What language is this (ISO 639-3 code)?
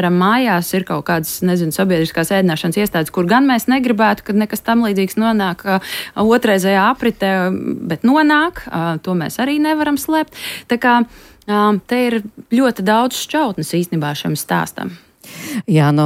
lav